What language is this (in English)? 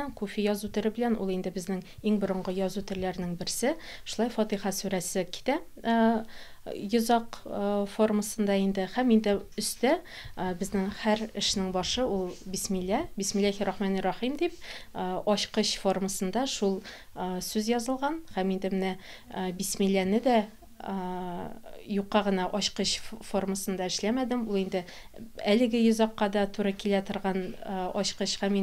Tatar